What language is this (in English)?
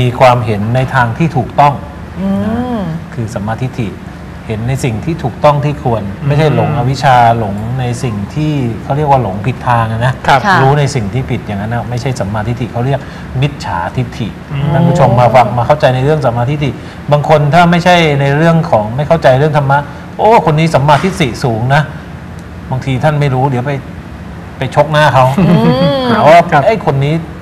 Thai